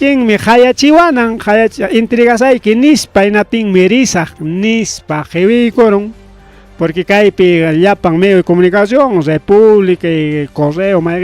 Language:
Ayacucho Quechua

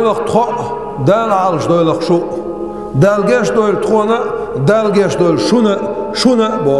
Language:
Chechen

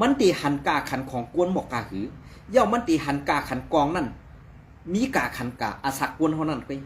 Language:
Shan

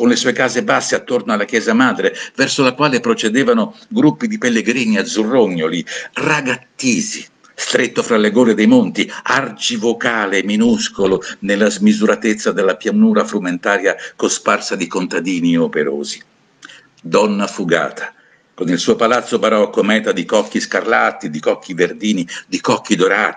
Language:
Italian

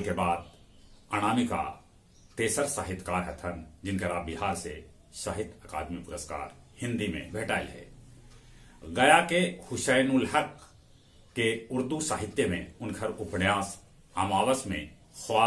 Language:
Magahi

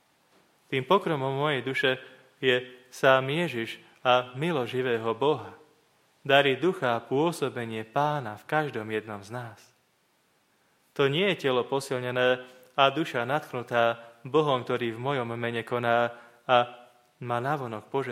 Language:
Slovak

